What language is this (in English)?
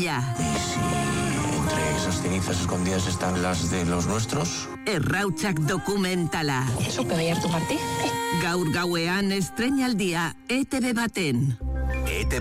Basque